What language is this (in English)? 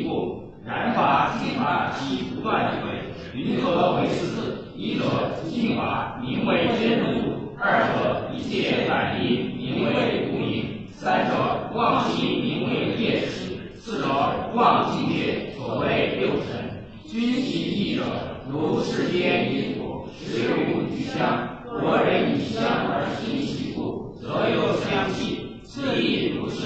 Chinese